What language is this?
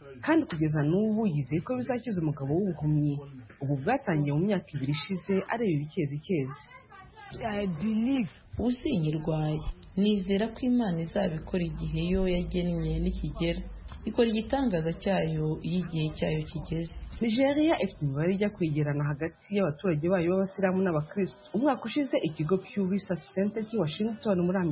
Kinyarwanda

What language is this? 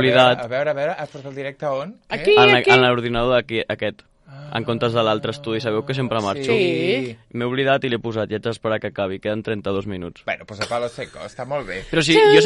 Catalan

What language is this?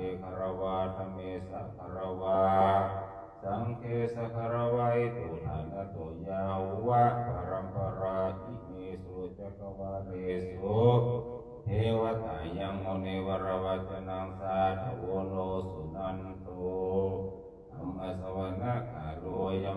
Pali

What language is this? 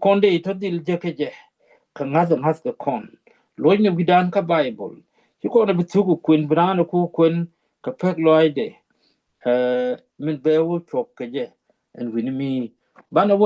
Nuer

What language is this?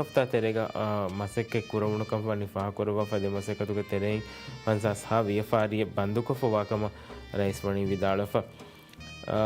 Divehi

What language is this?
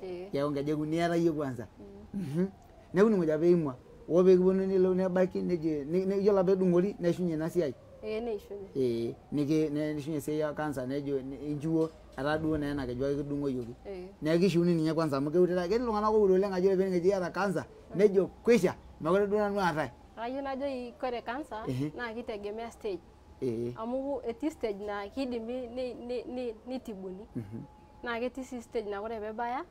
Masai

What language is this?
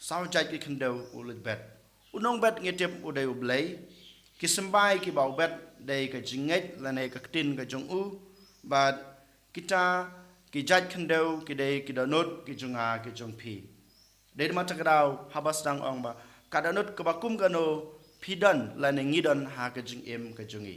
Khasi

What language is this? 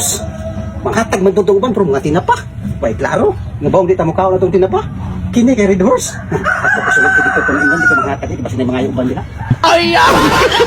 Cebuano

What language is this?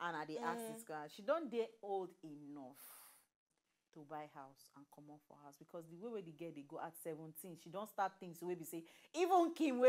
Nigerian Pidgin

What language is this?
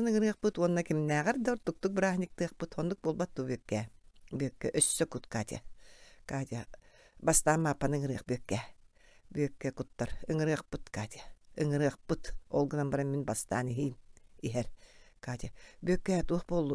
Yakut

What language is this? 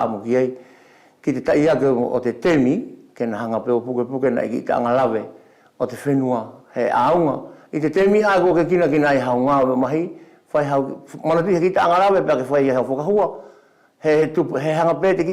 Wallisian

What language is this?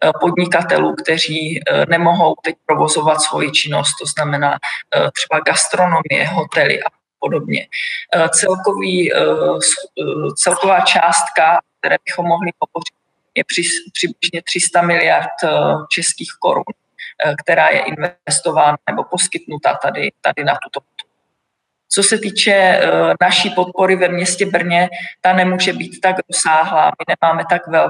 Czech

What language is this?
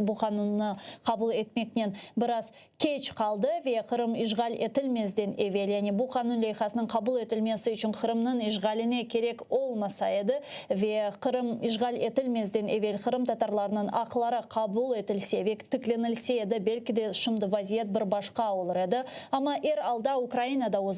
Crimean Tatar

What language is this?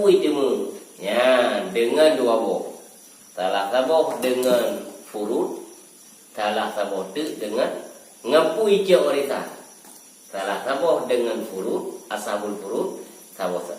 Achinese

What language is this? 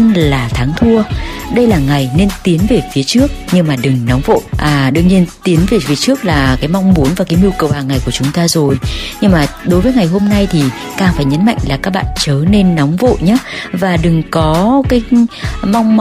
Vietnamese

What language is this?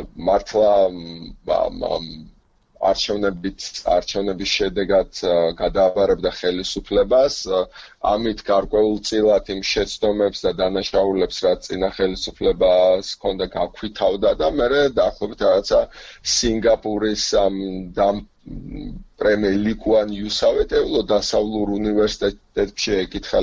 Georgian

